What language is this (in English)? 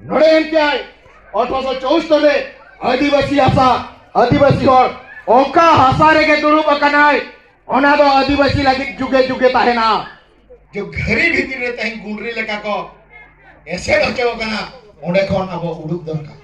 Santali